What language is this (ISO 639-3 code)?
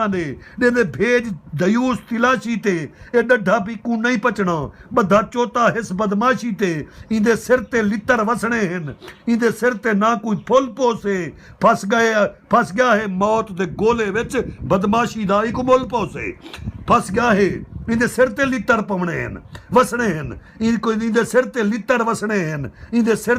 skr